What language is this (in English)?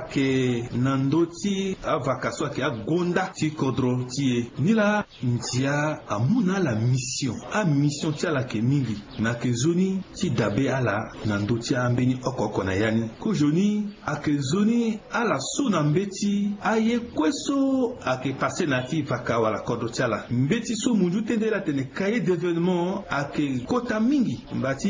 Sango